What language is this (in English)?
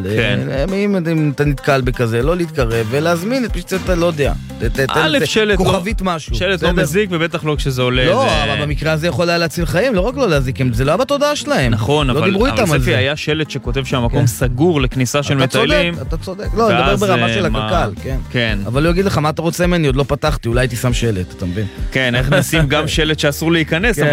Hebrew